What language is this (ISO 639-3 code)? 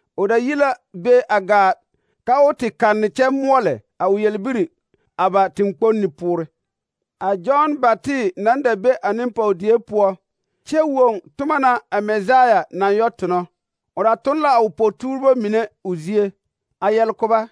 dga